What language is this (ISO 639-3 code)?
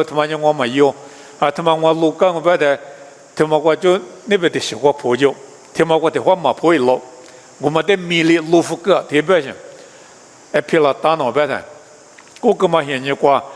lis